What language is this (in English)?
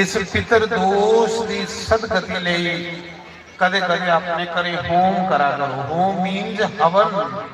Dogri